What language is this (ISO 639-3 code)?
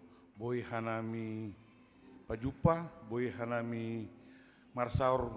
bts